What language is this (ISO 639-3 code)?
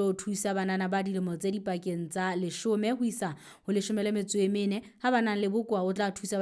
sot